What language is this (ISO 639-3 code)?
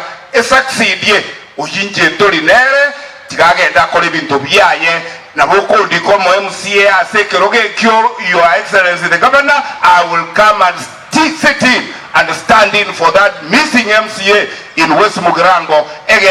guz